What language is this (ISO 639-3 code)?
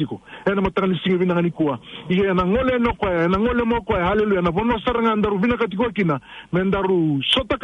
fij